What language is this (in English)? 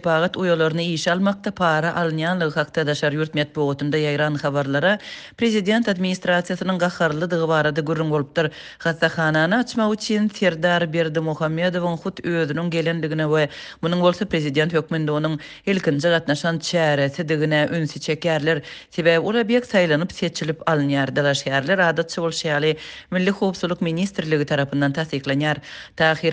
Turkmen